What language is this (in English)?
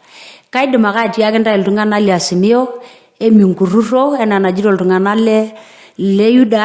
Masai